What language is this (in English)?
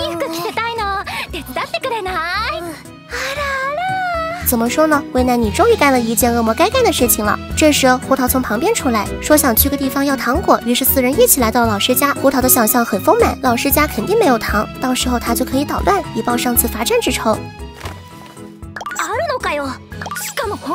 Chinese